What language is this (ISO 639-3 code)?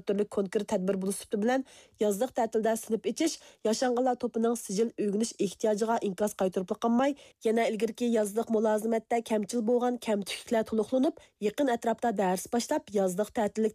uig